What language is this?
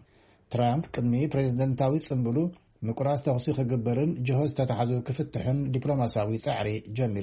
Tigrinya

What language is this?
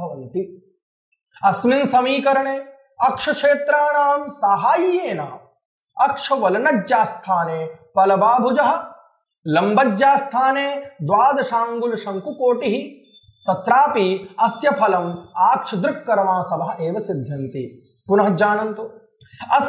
Sanskrit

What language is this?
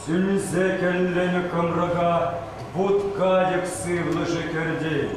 Chuvash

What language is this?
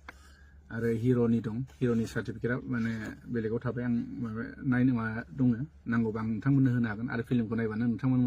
Bodo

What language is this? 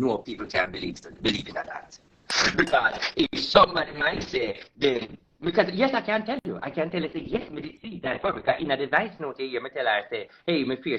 Jamaican Creole English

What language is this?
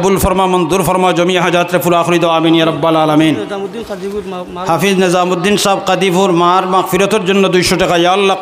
Sylheti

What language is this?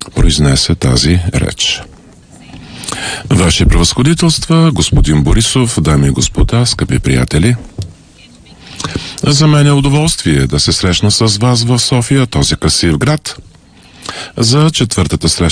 Bulgarian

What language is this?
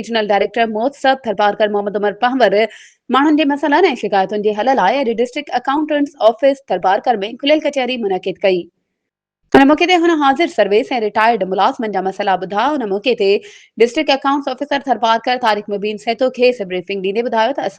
Sindhi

